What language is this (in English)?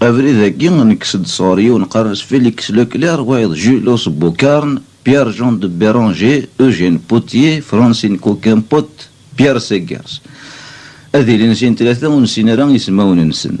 Kabyle